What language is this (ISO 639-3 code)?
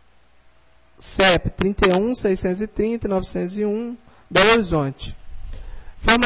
por